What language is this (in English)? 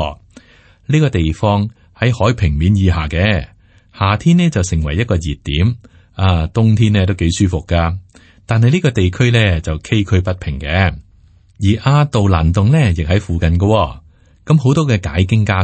Cantonese